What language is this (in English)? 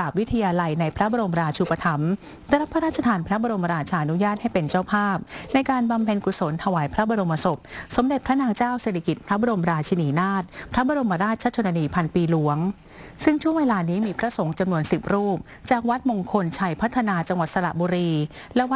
Thai